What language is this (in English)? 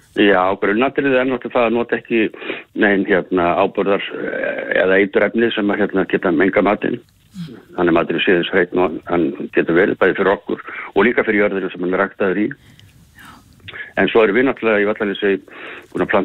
Icelandic